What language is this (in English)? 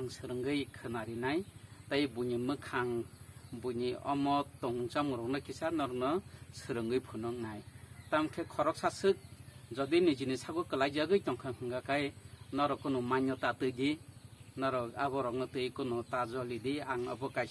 Kok Borok